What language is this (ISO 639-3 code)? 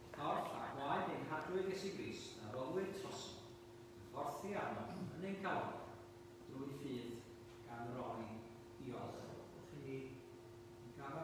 cym